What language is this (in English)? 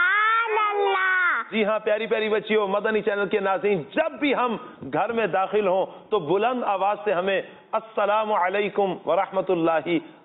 Urdu